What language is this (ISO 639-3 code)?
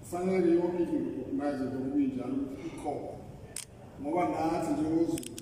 zul